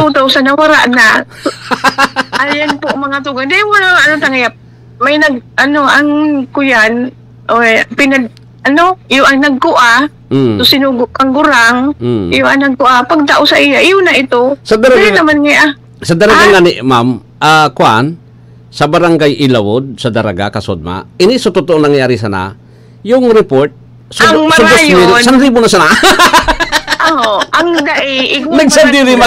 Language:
Bikol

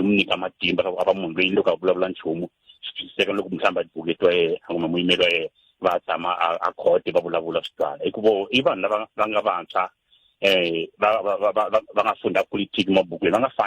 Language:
Tsonga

